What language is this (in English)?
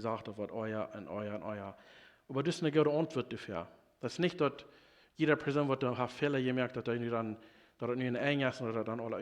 Plautdietsch